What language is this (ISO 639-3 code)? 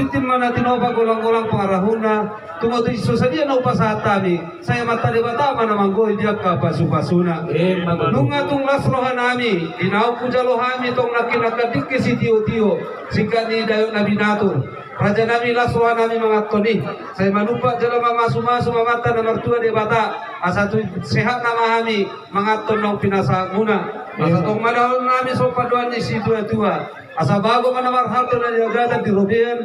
bbc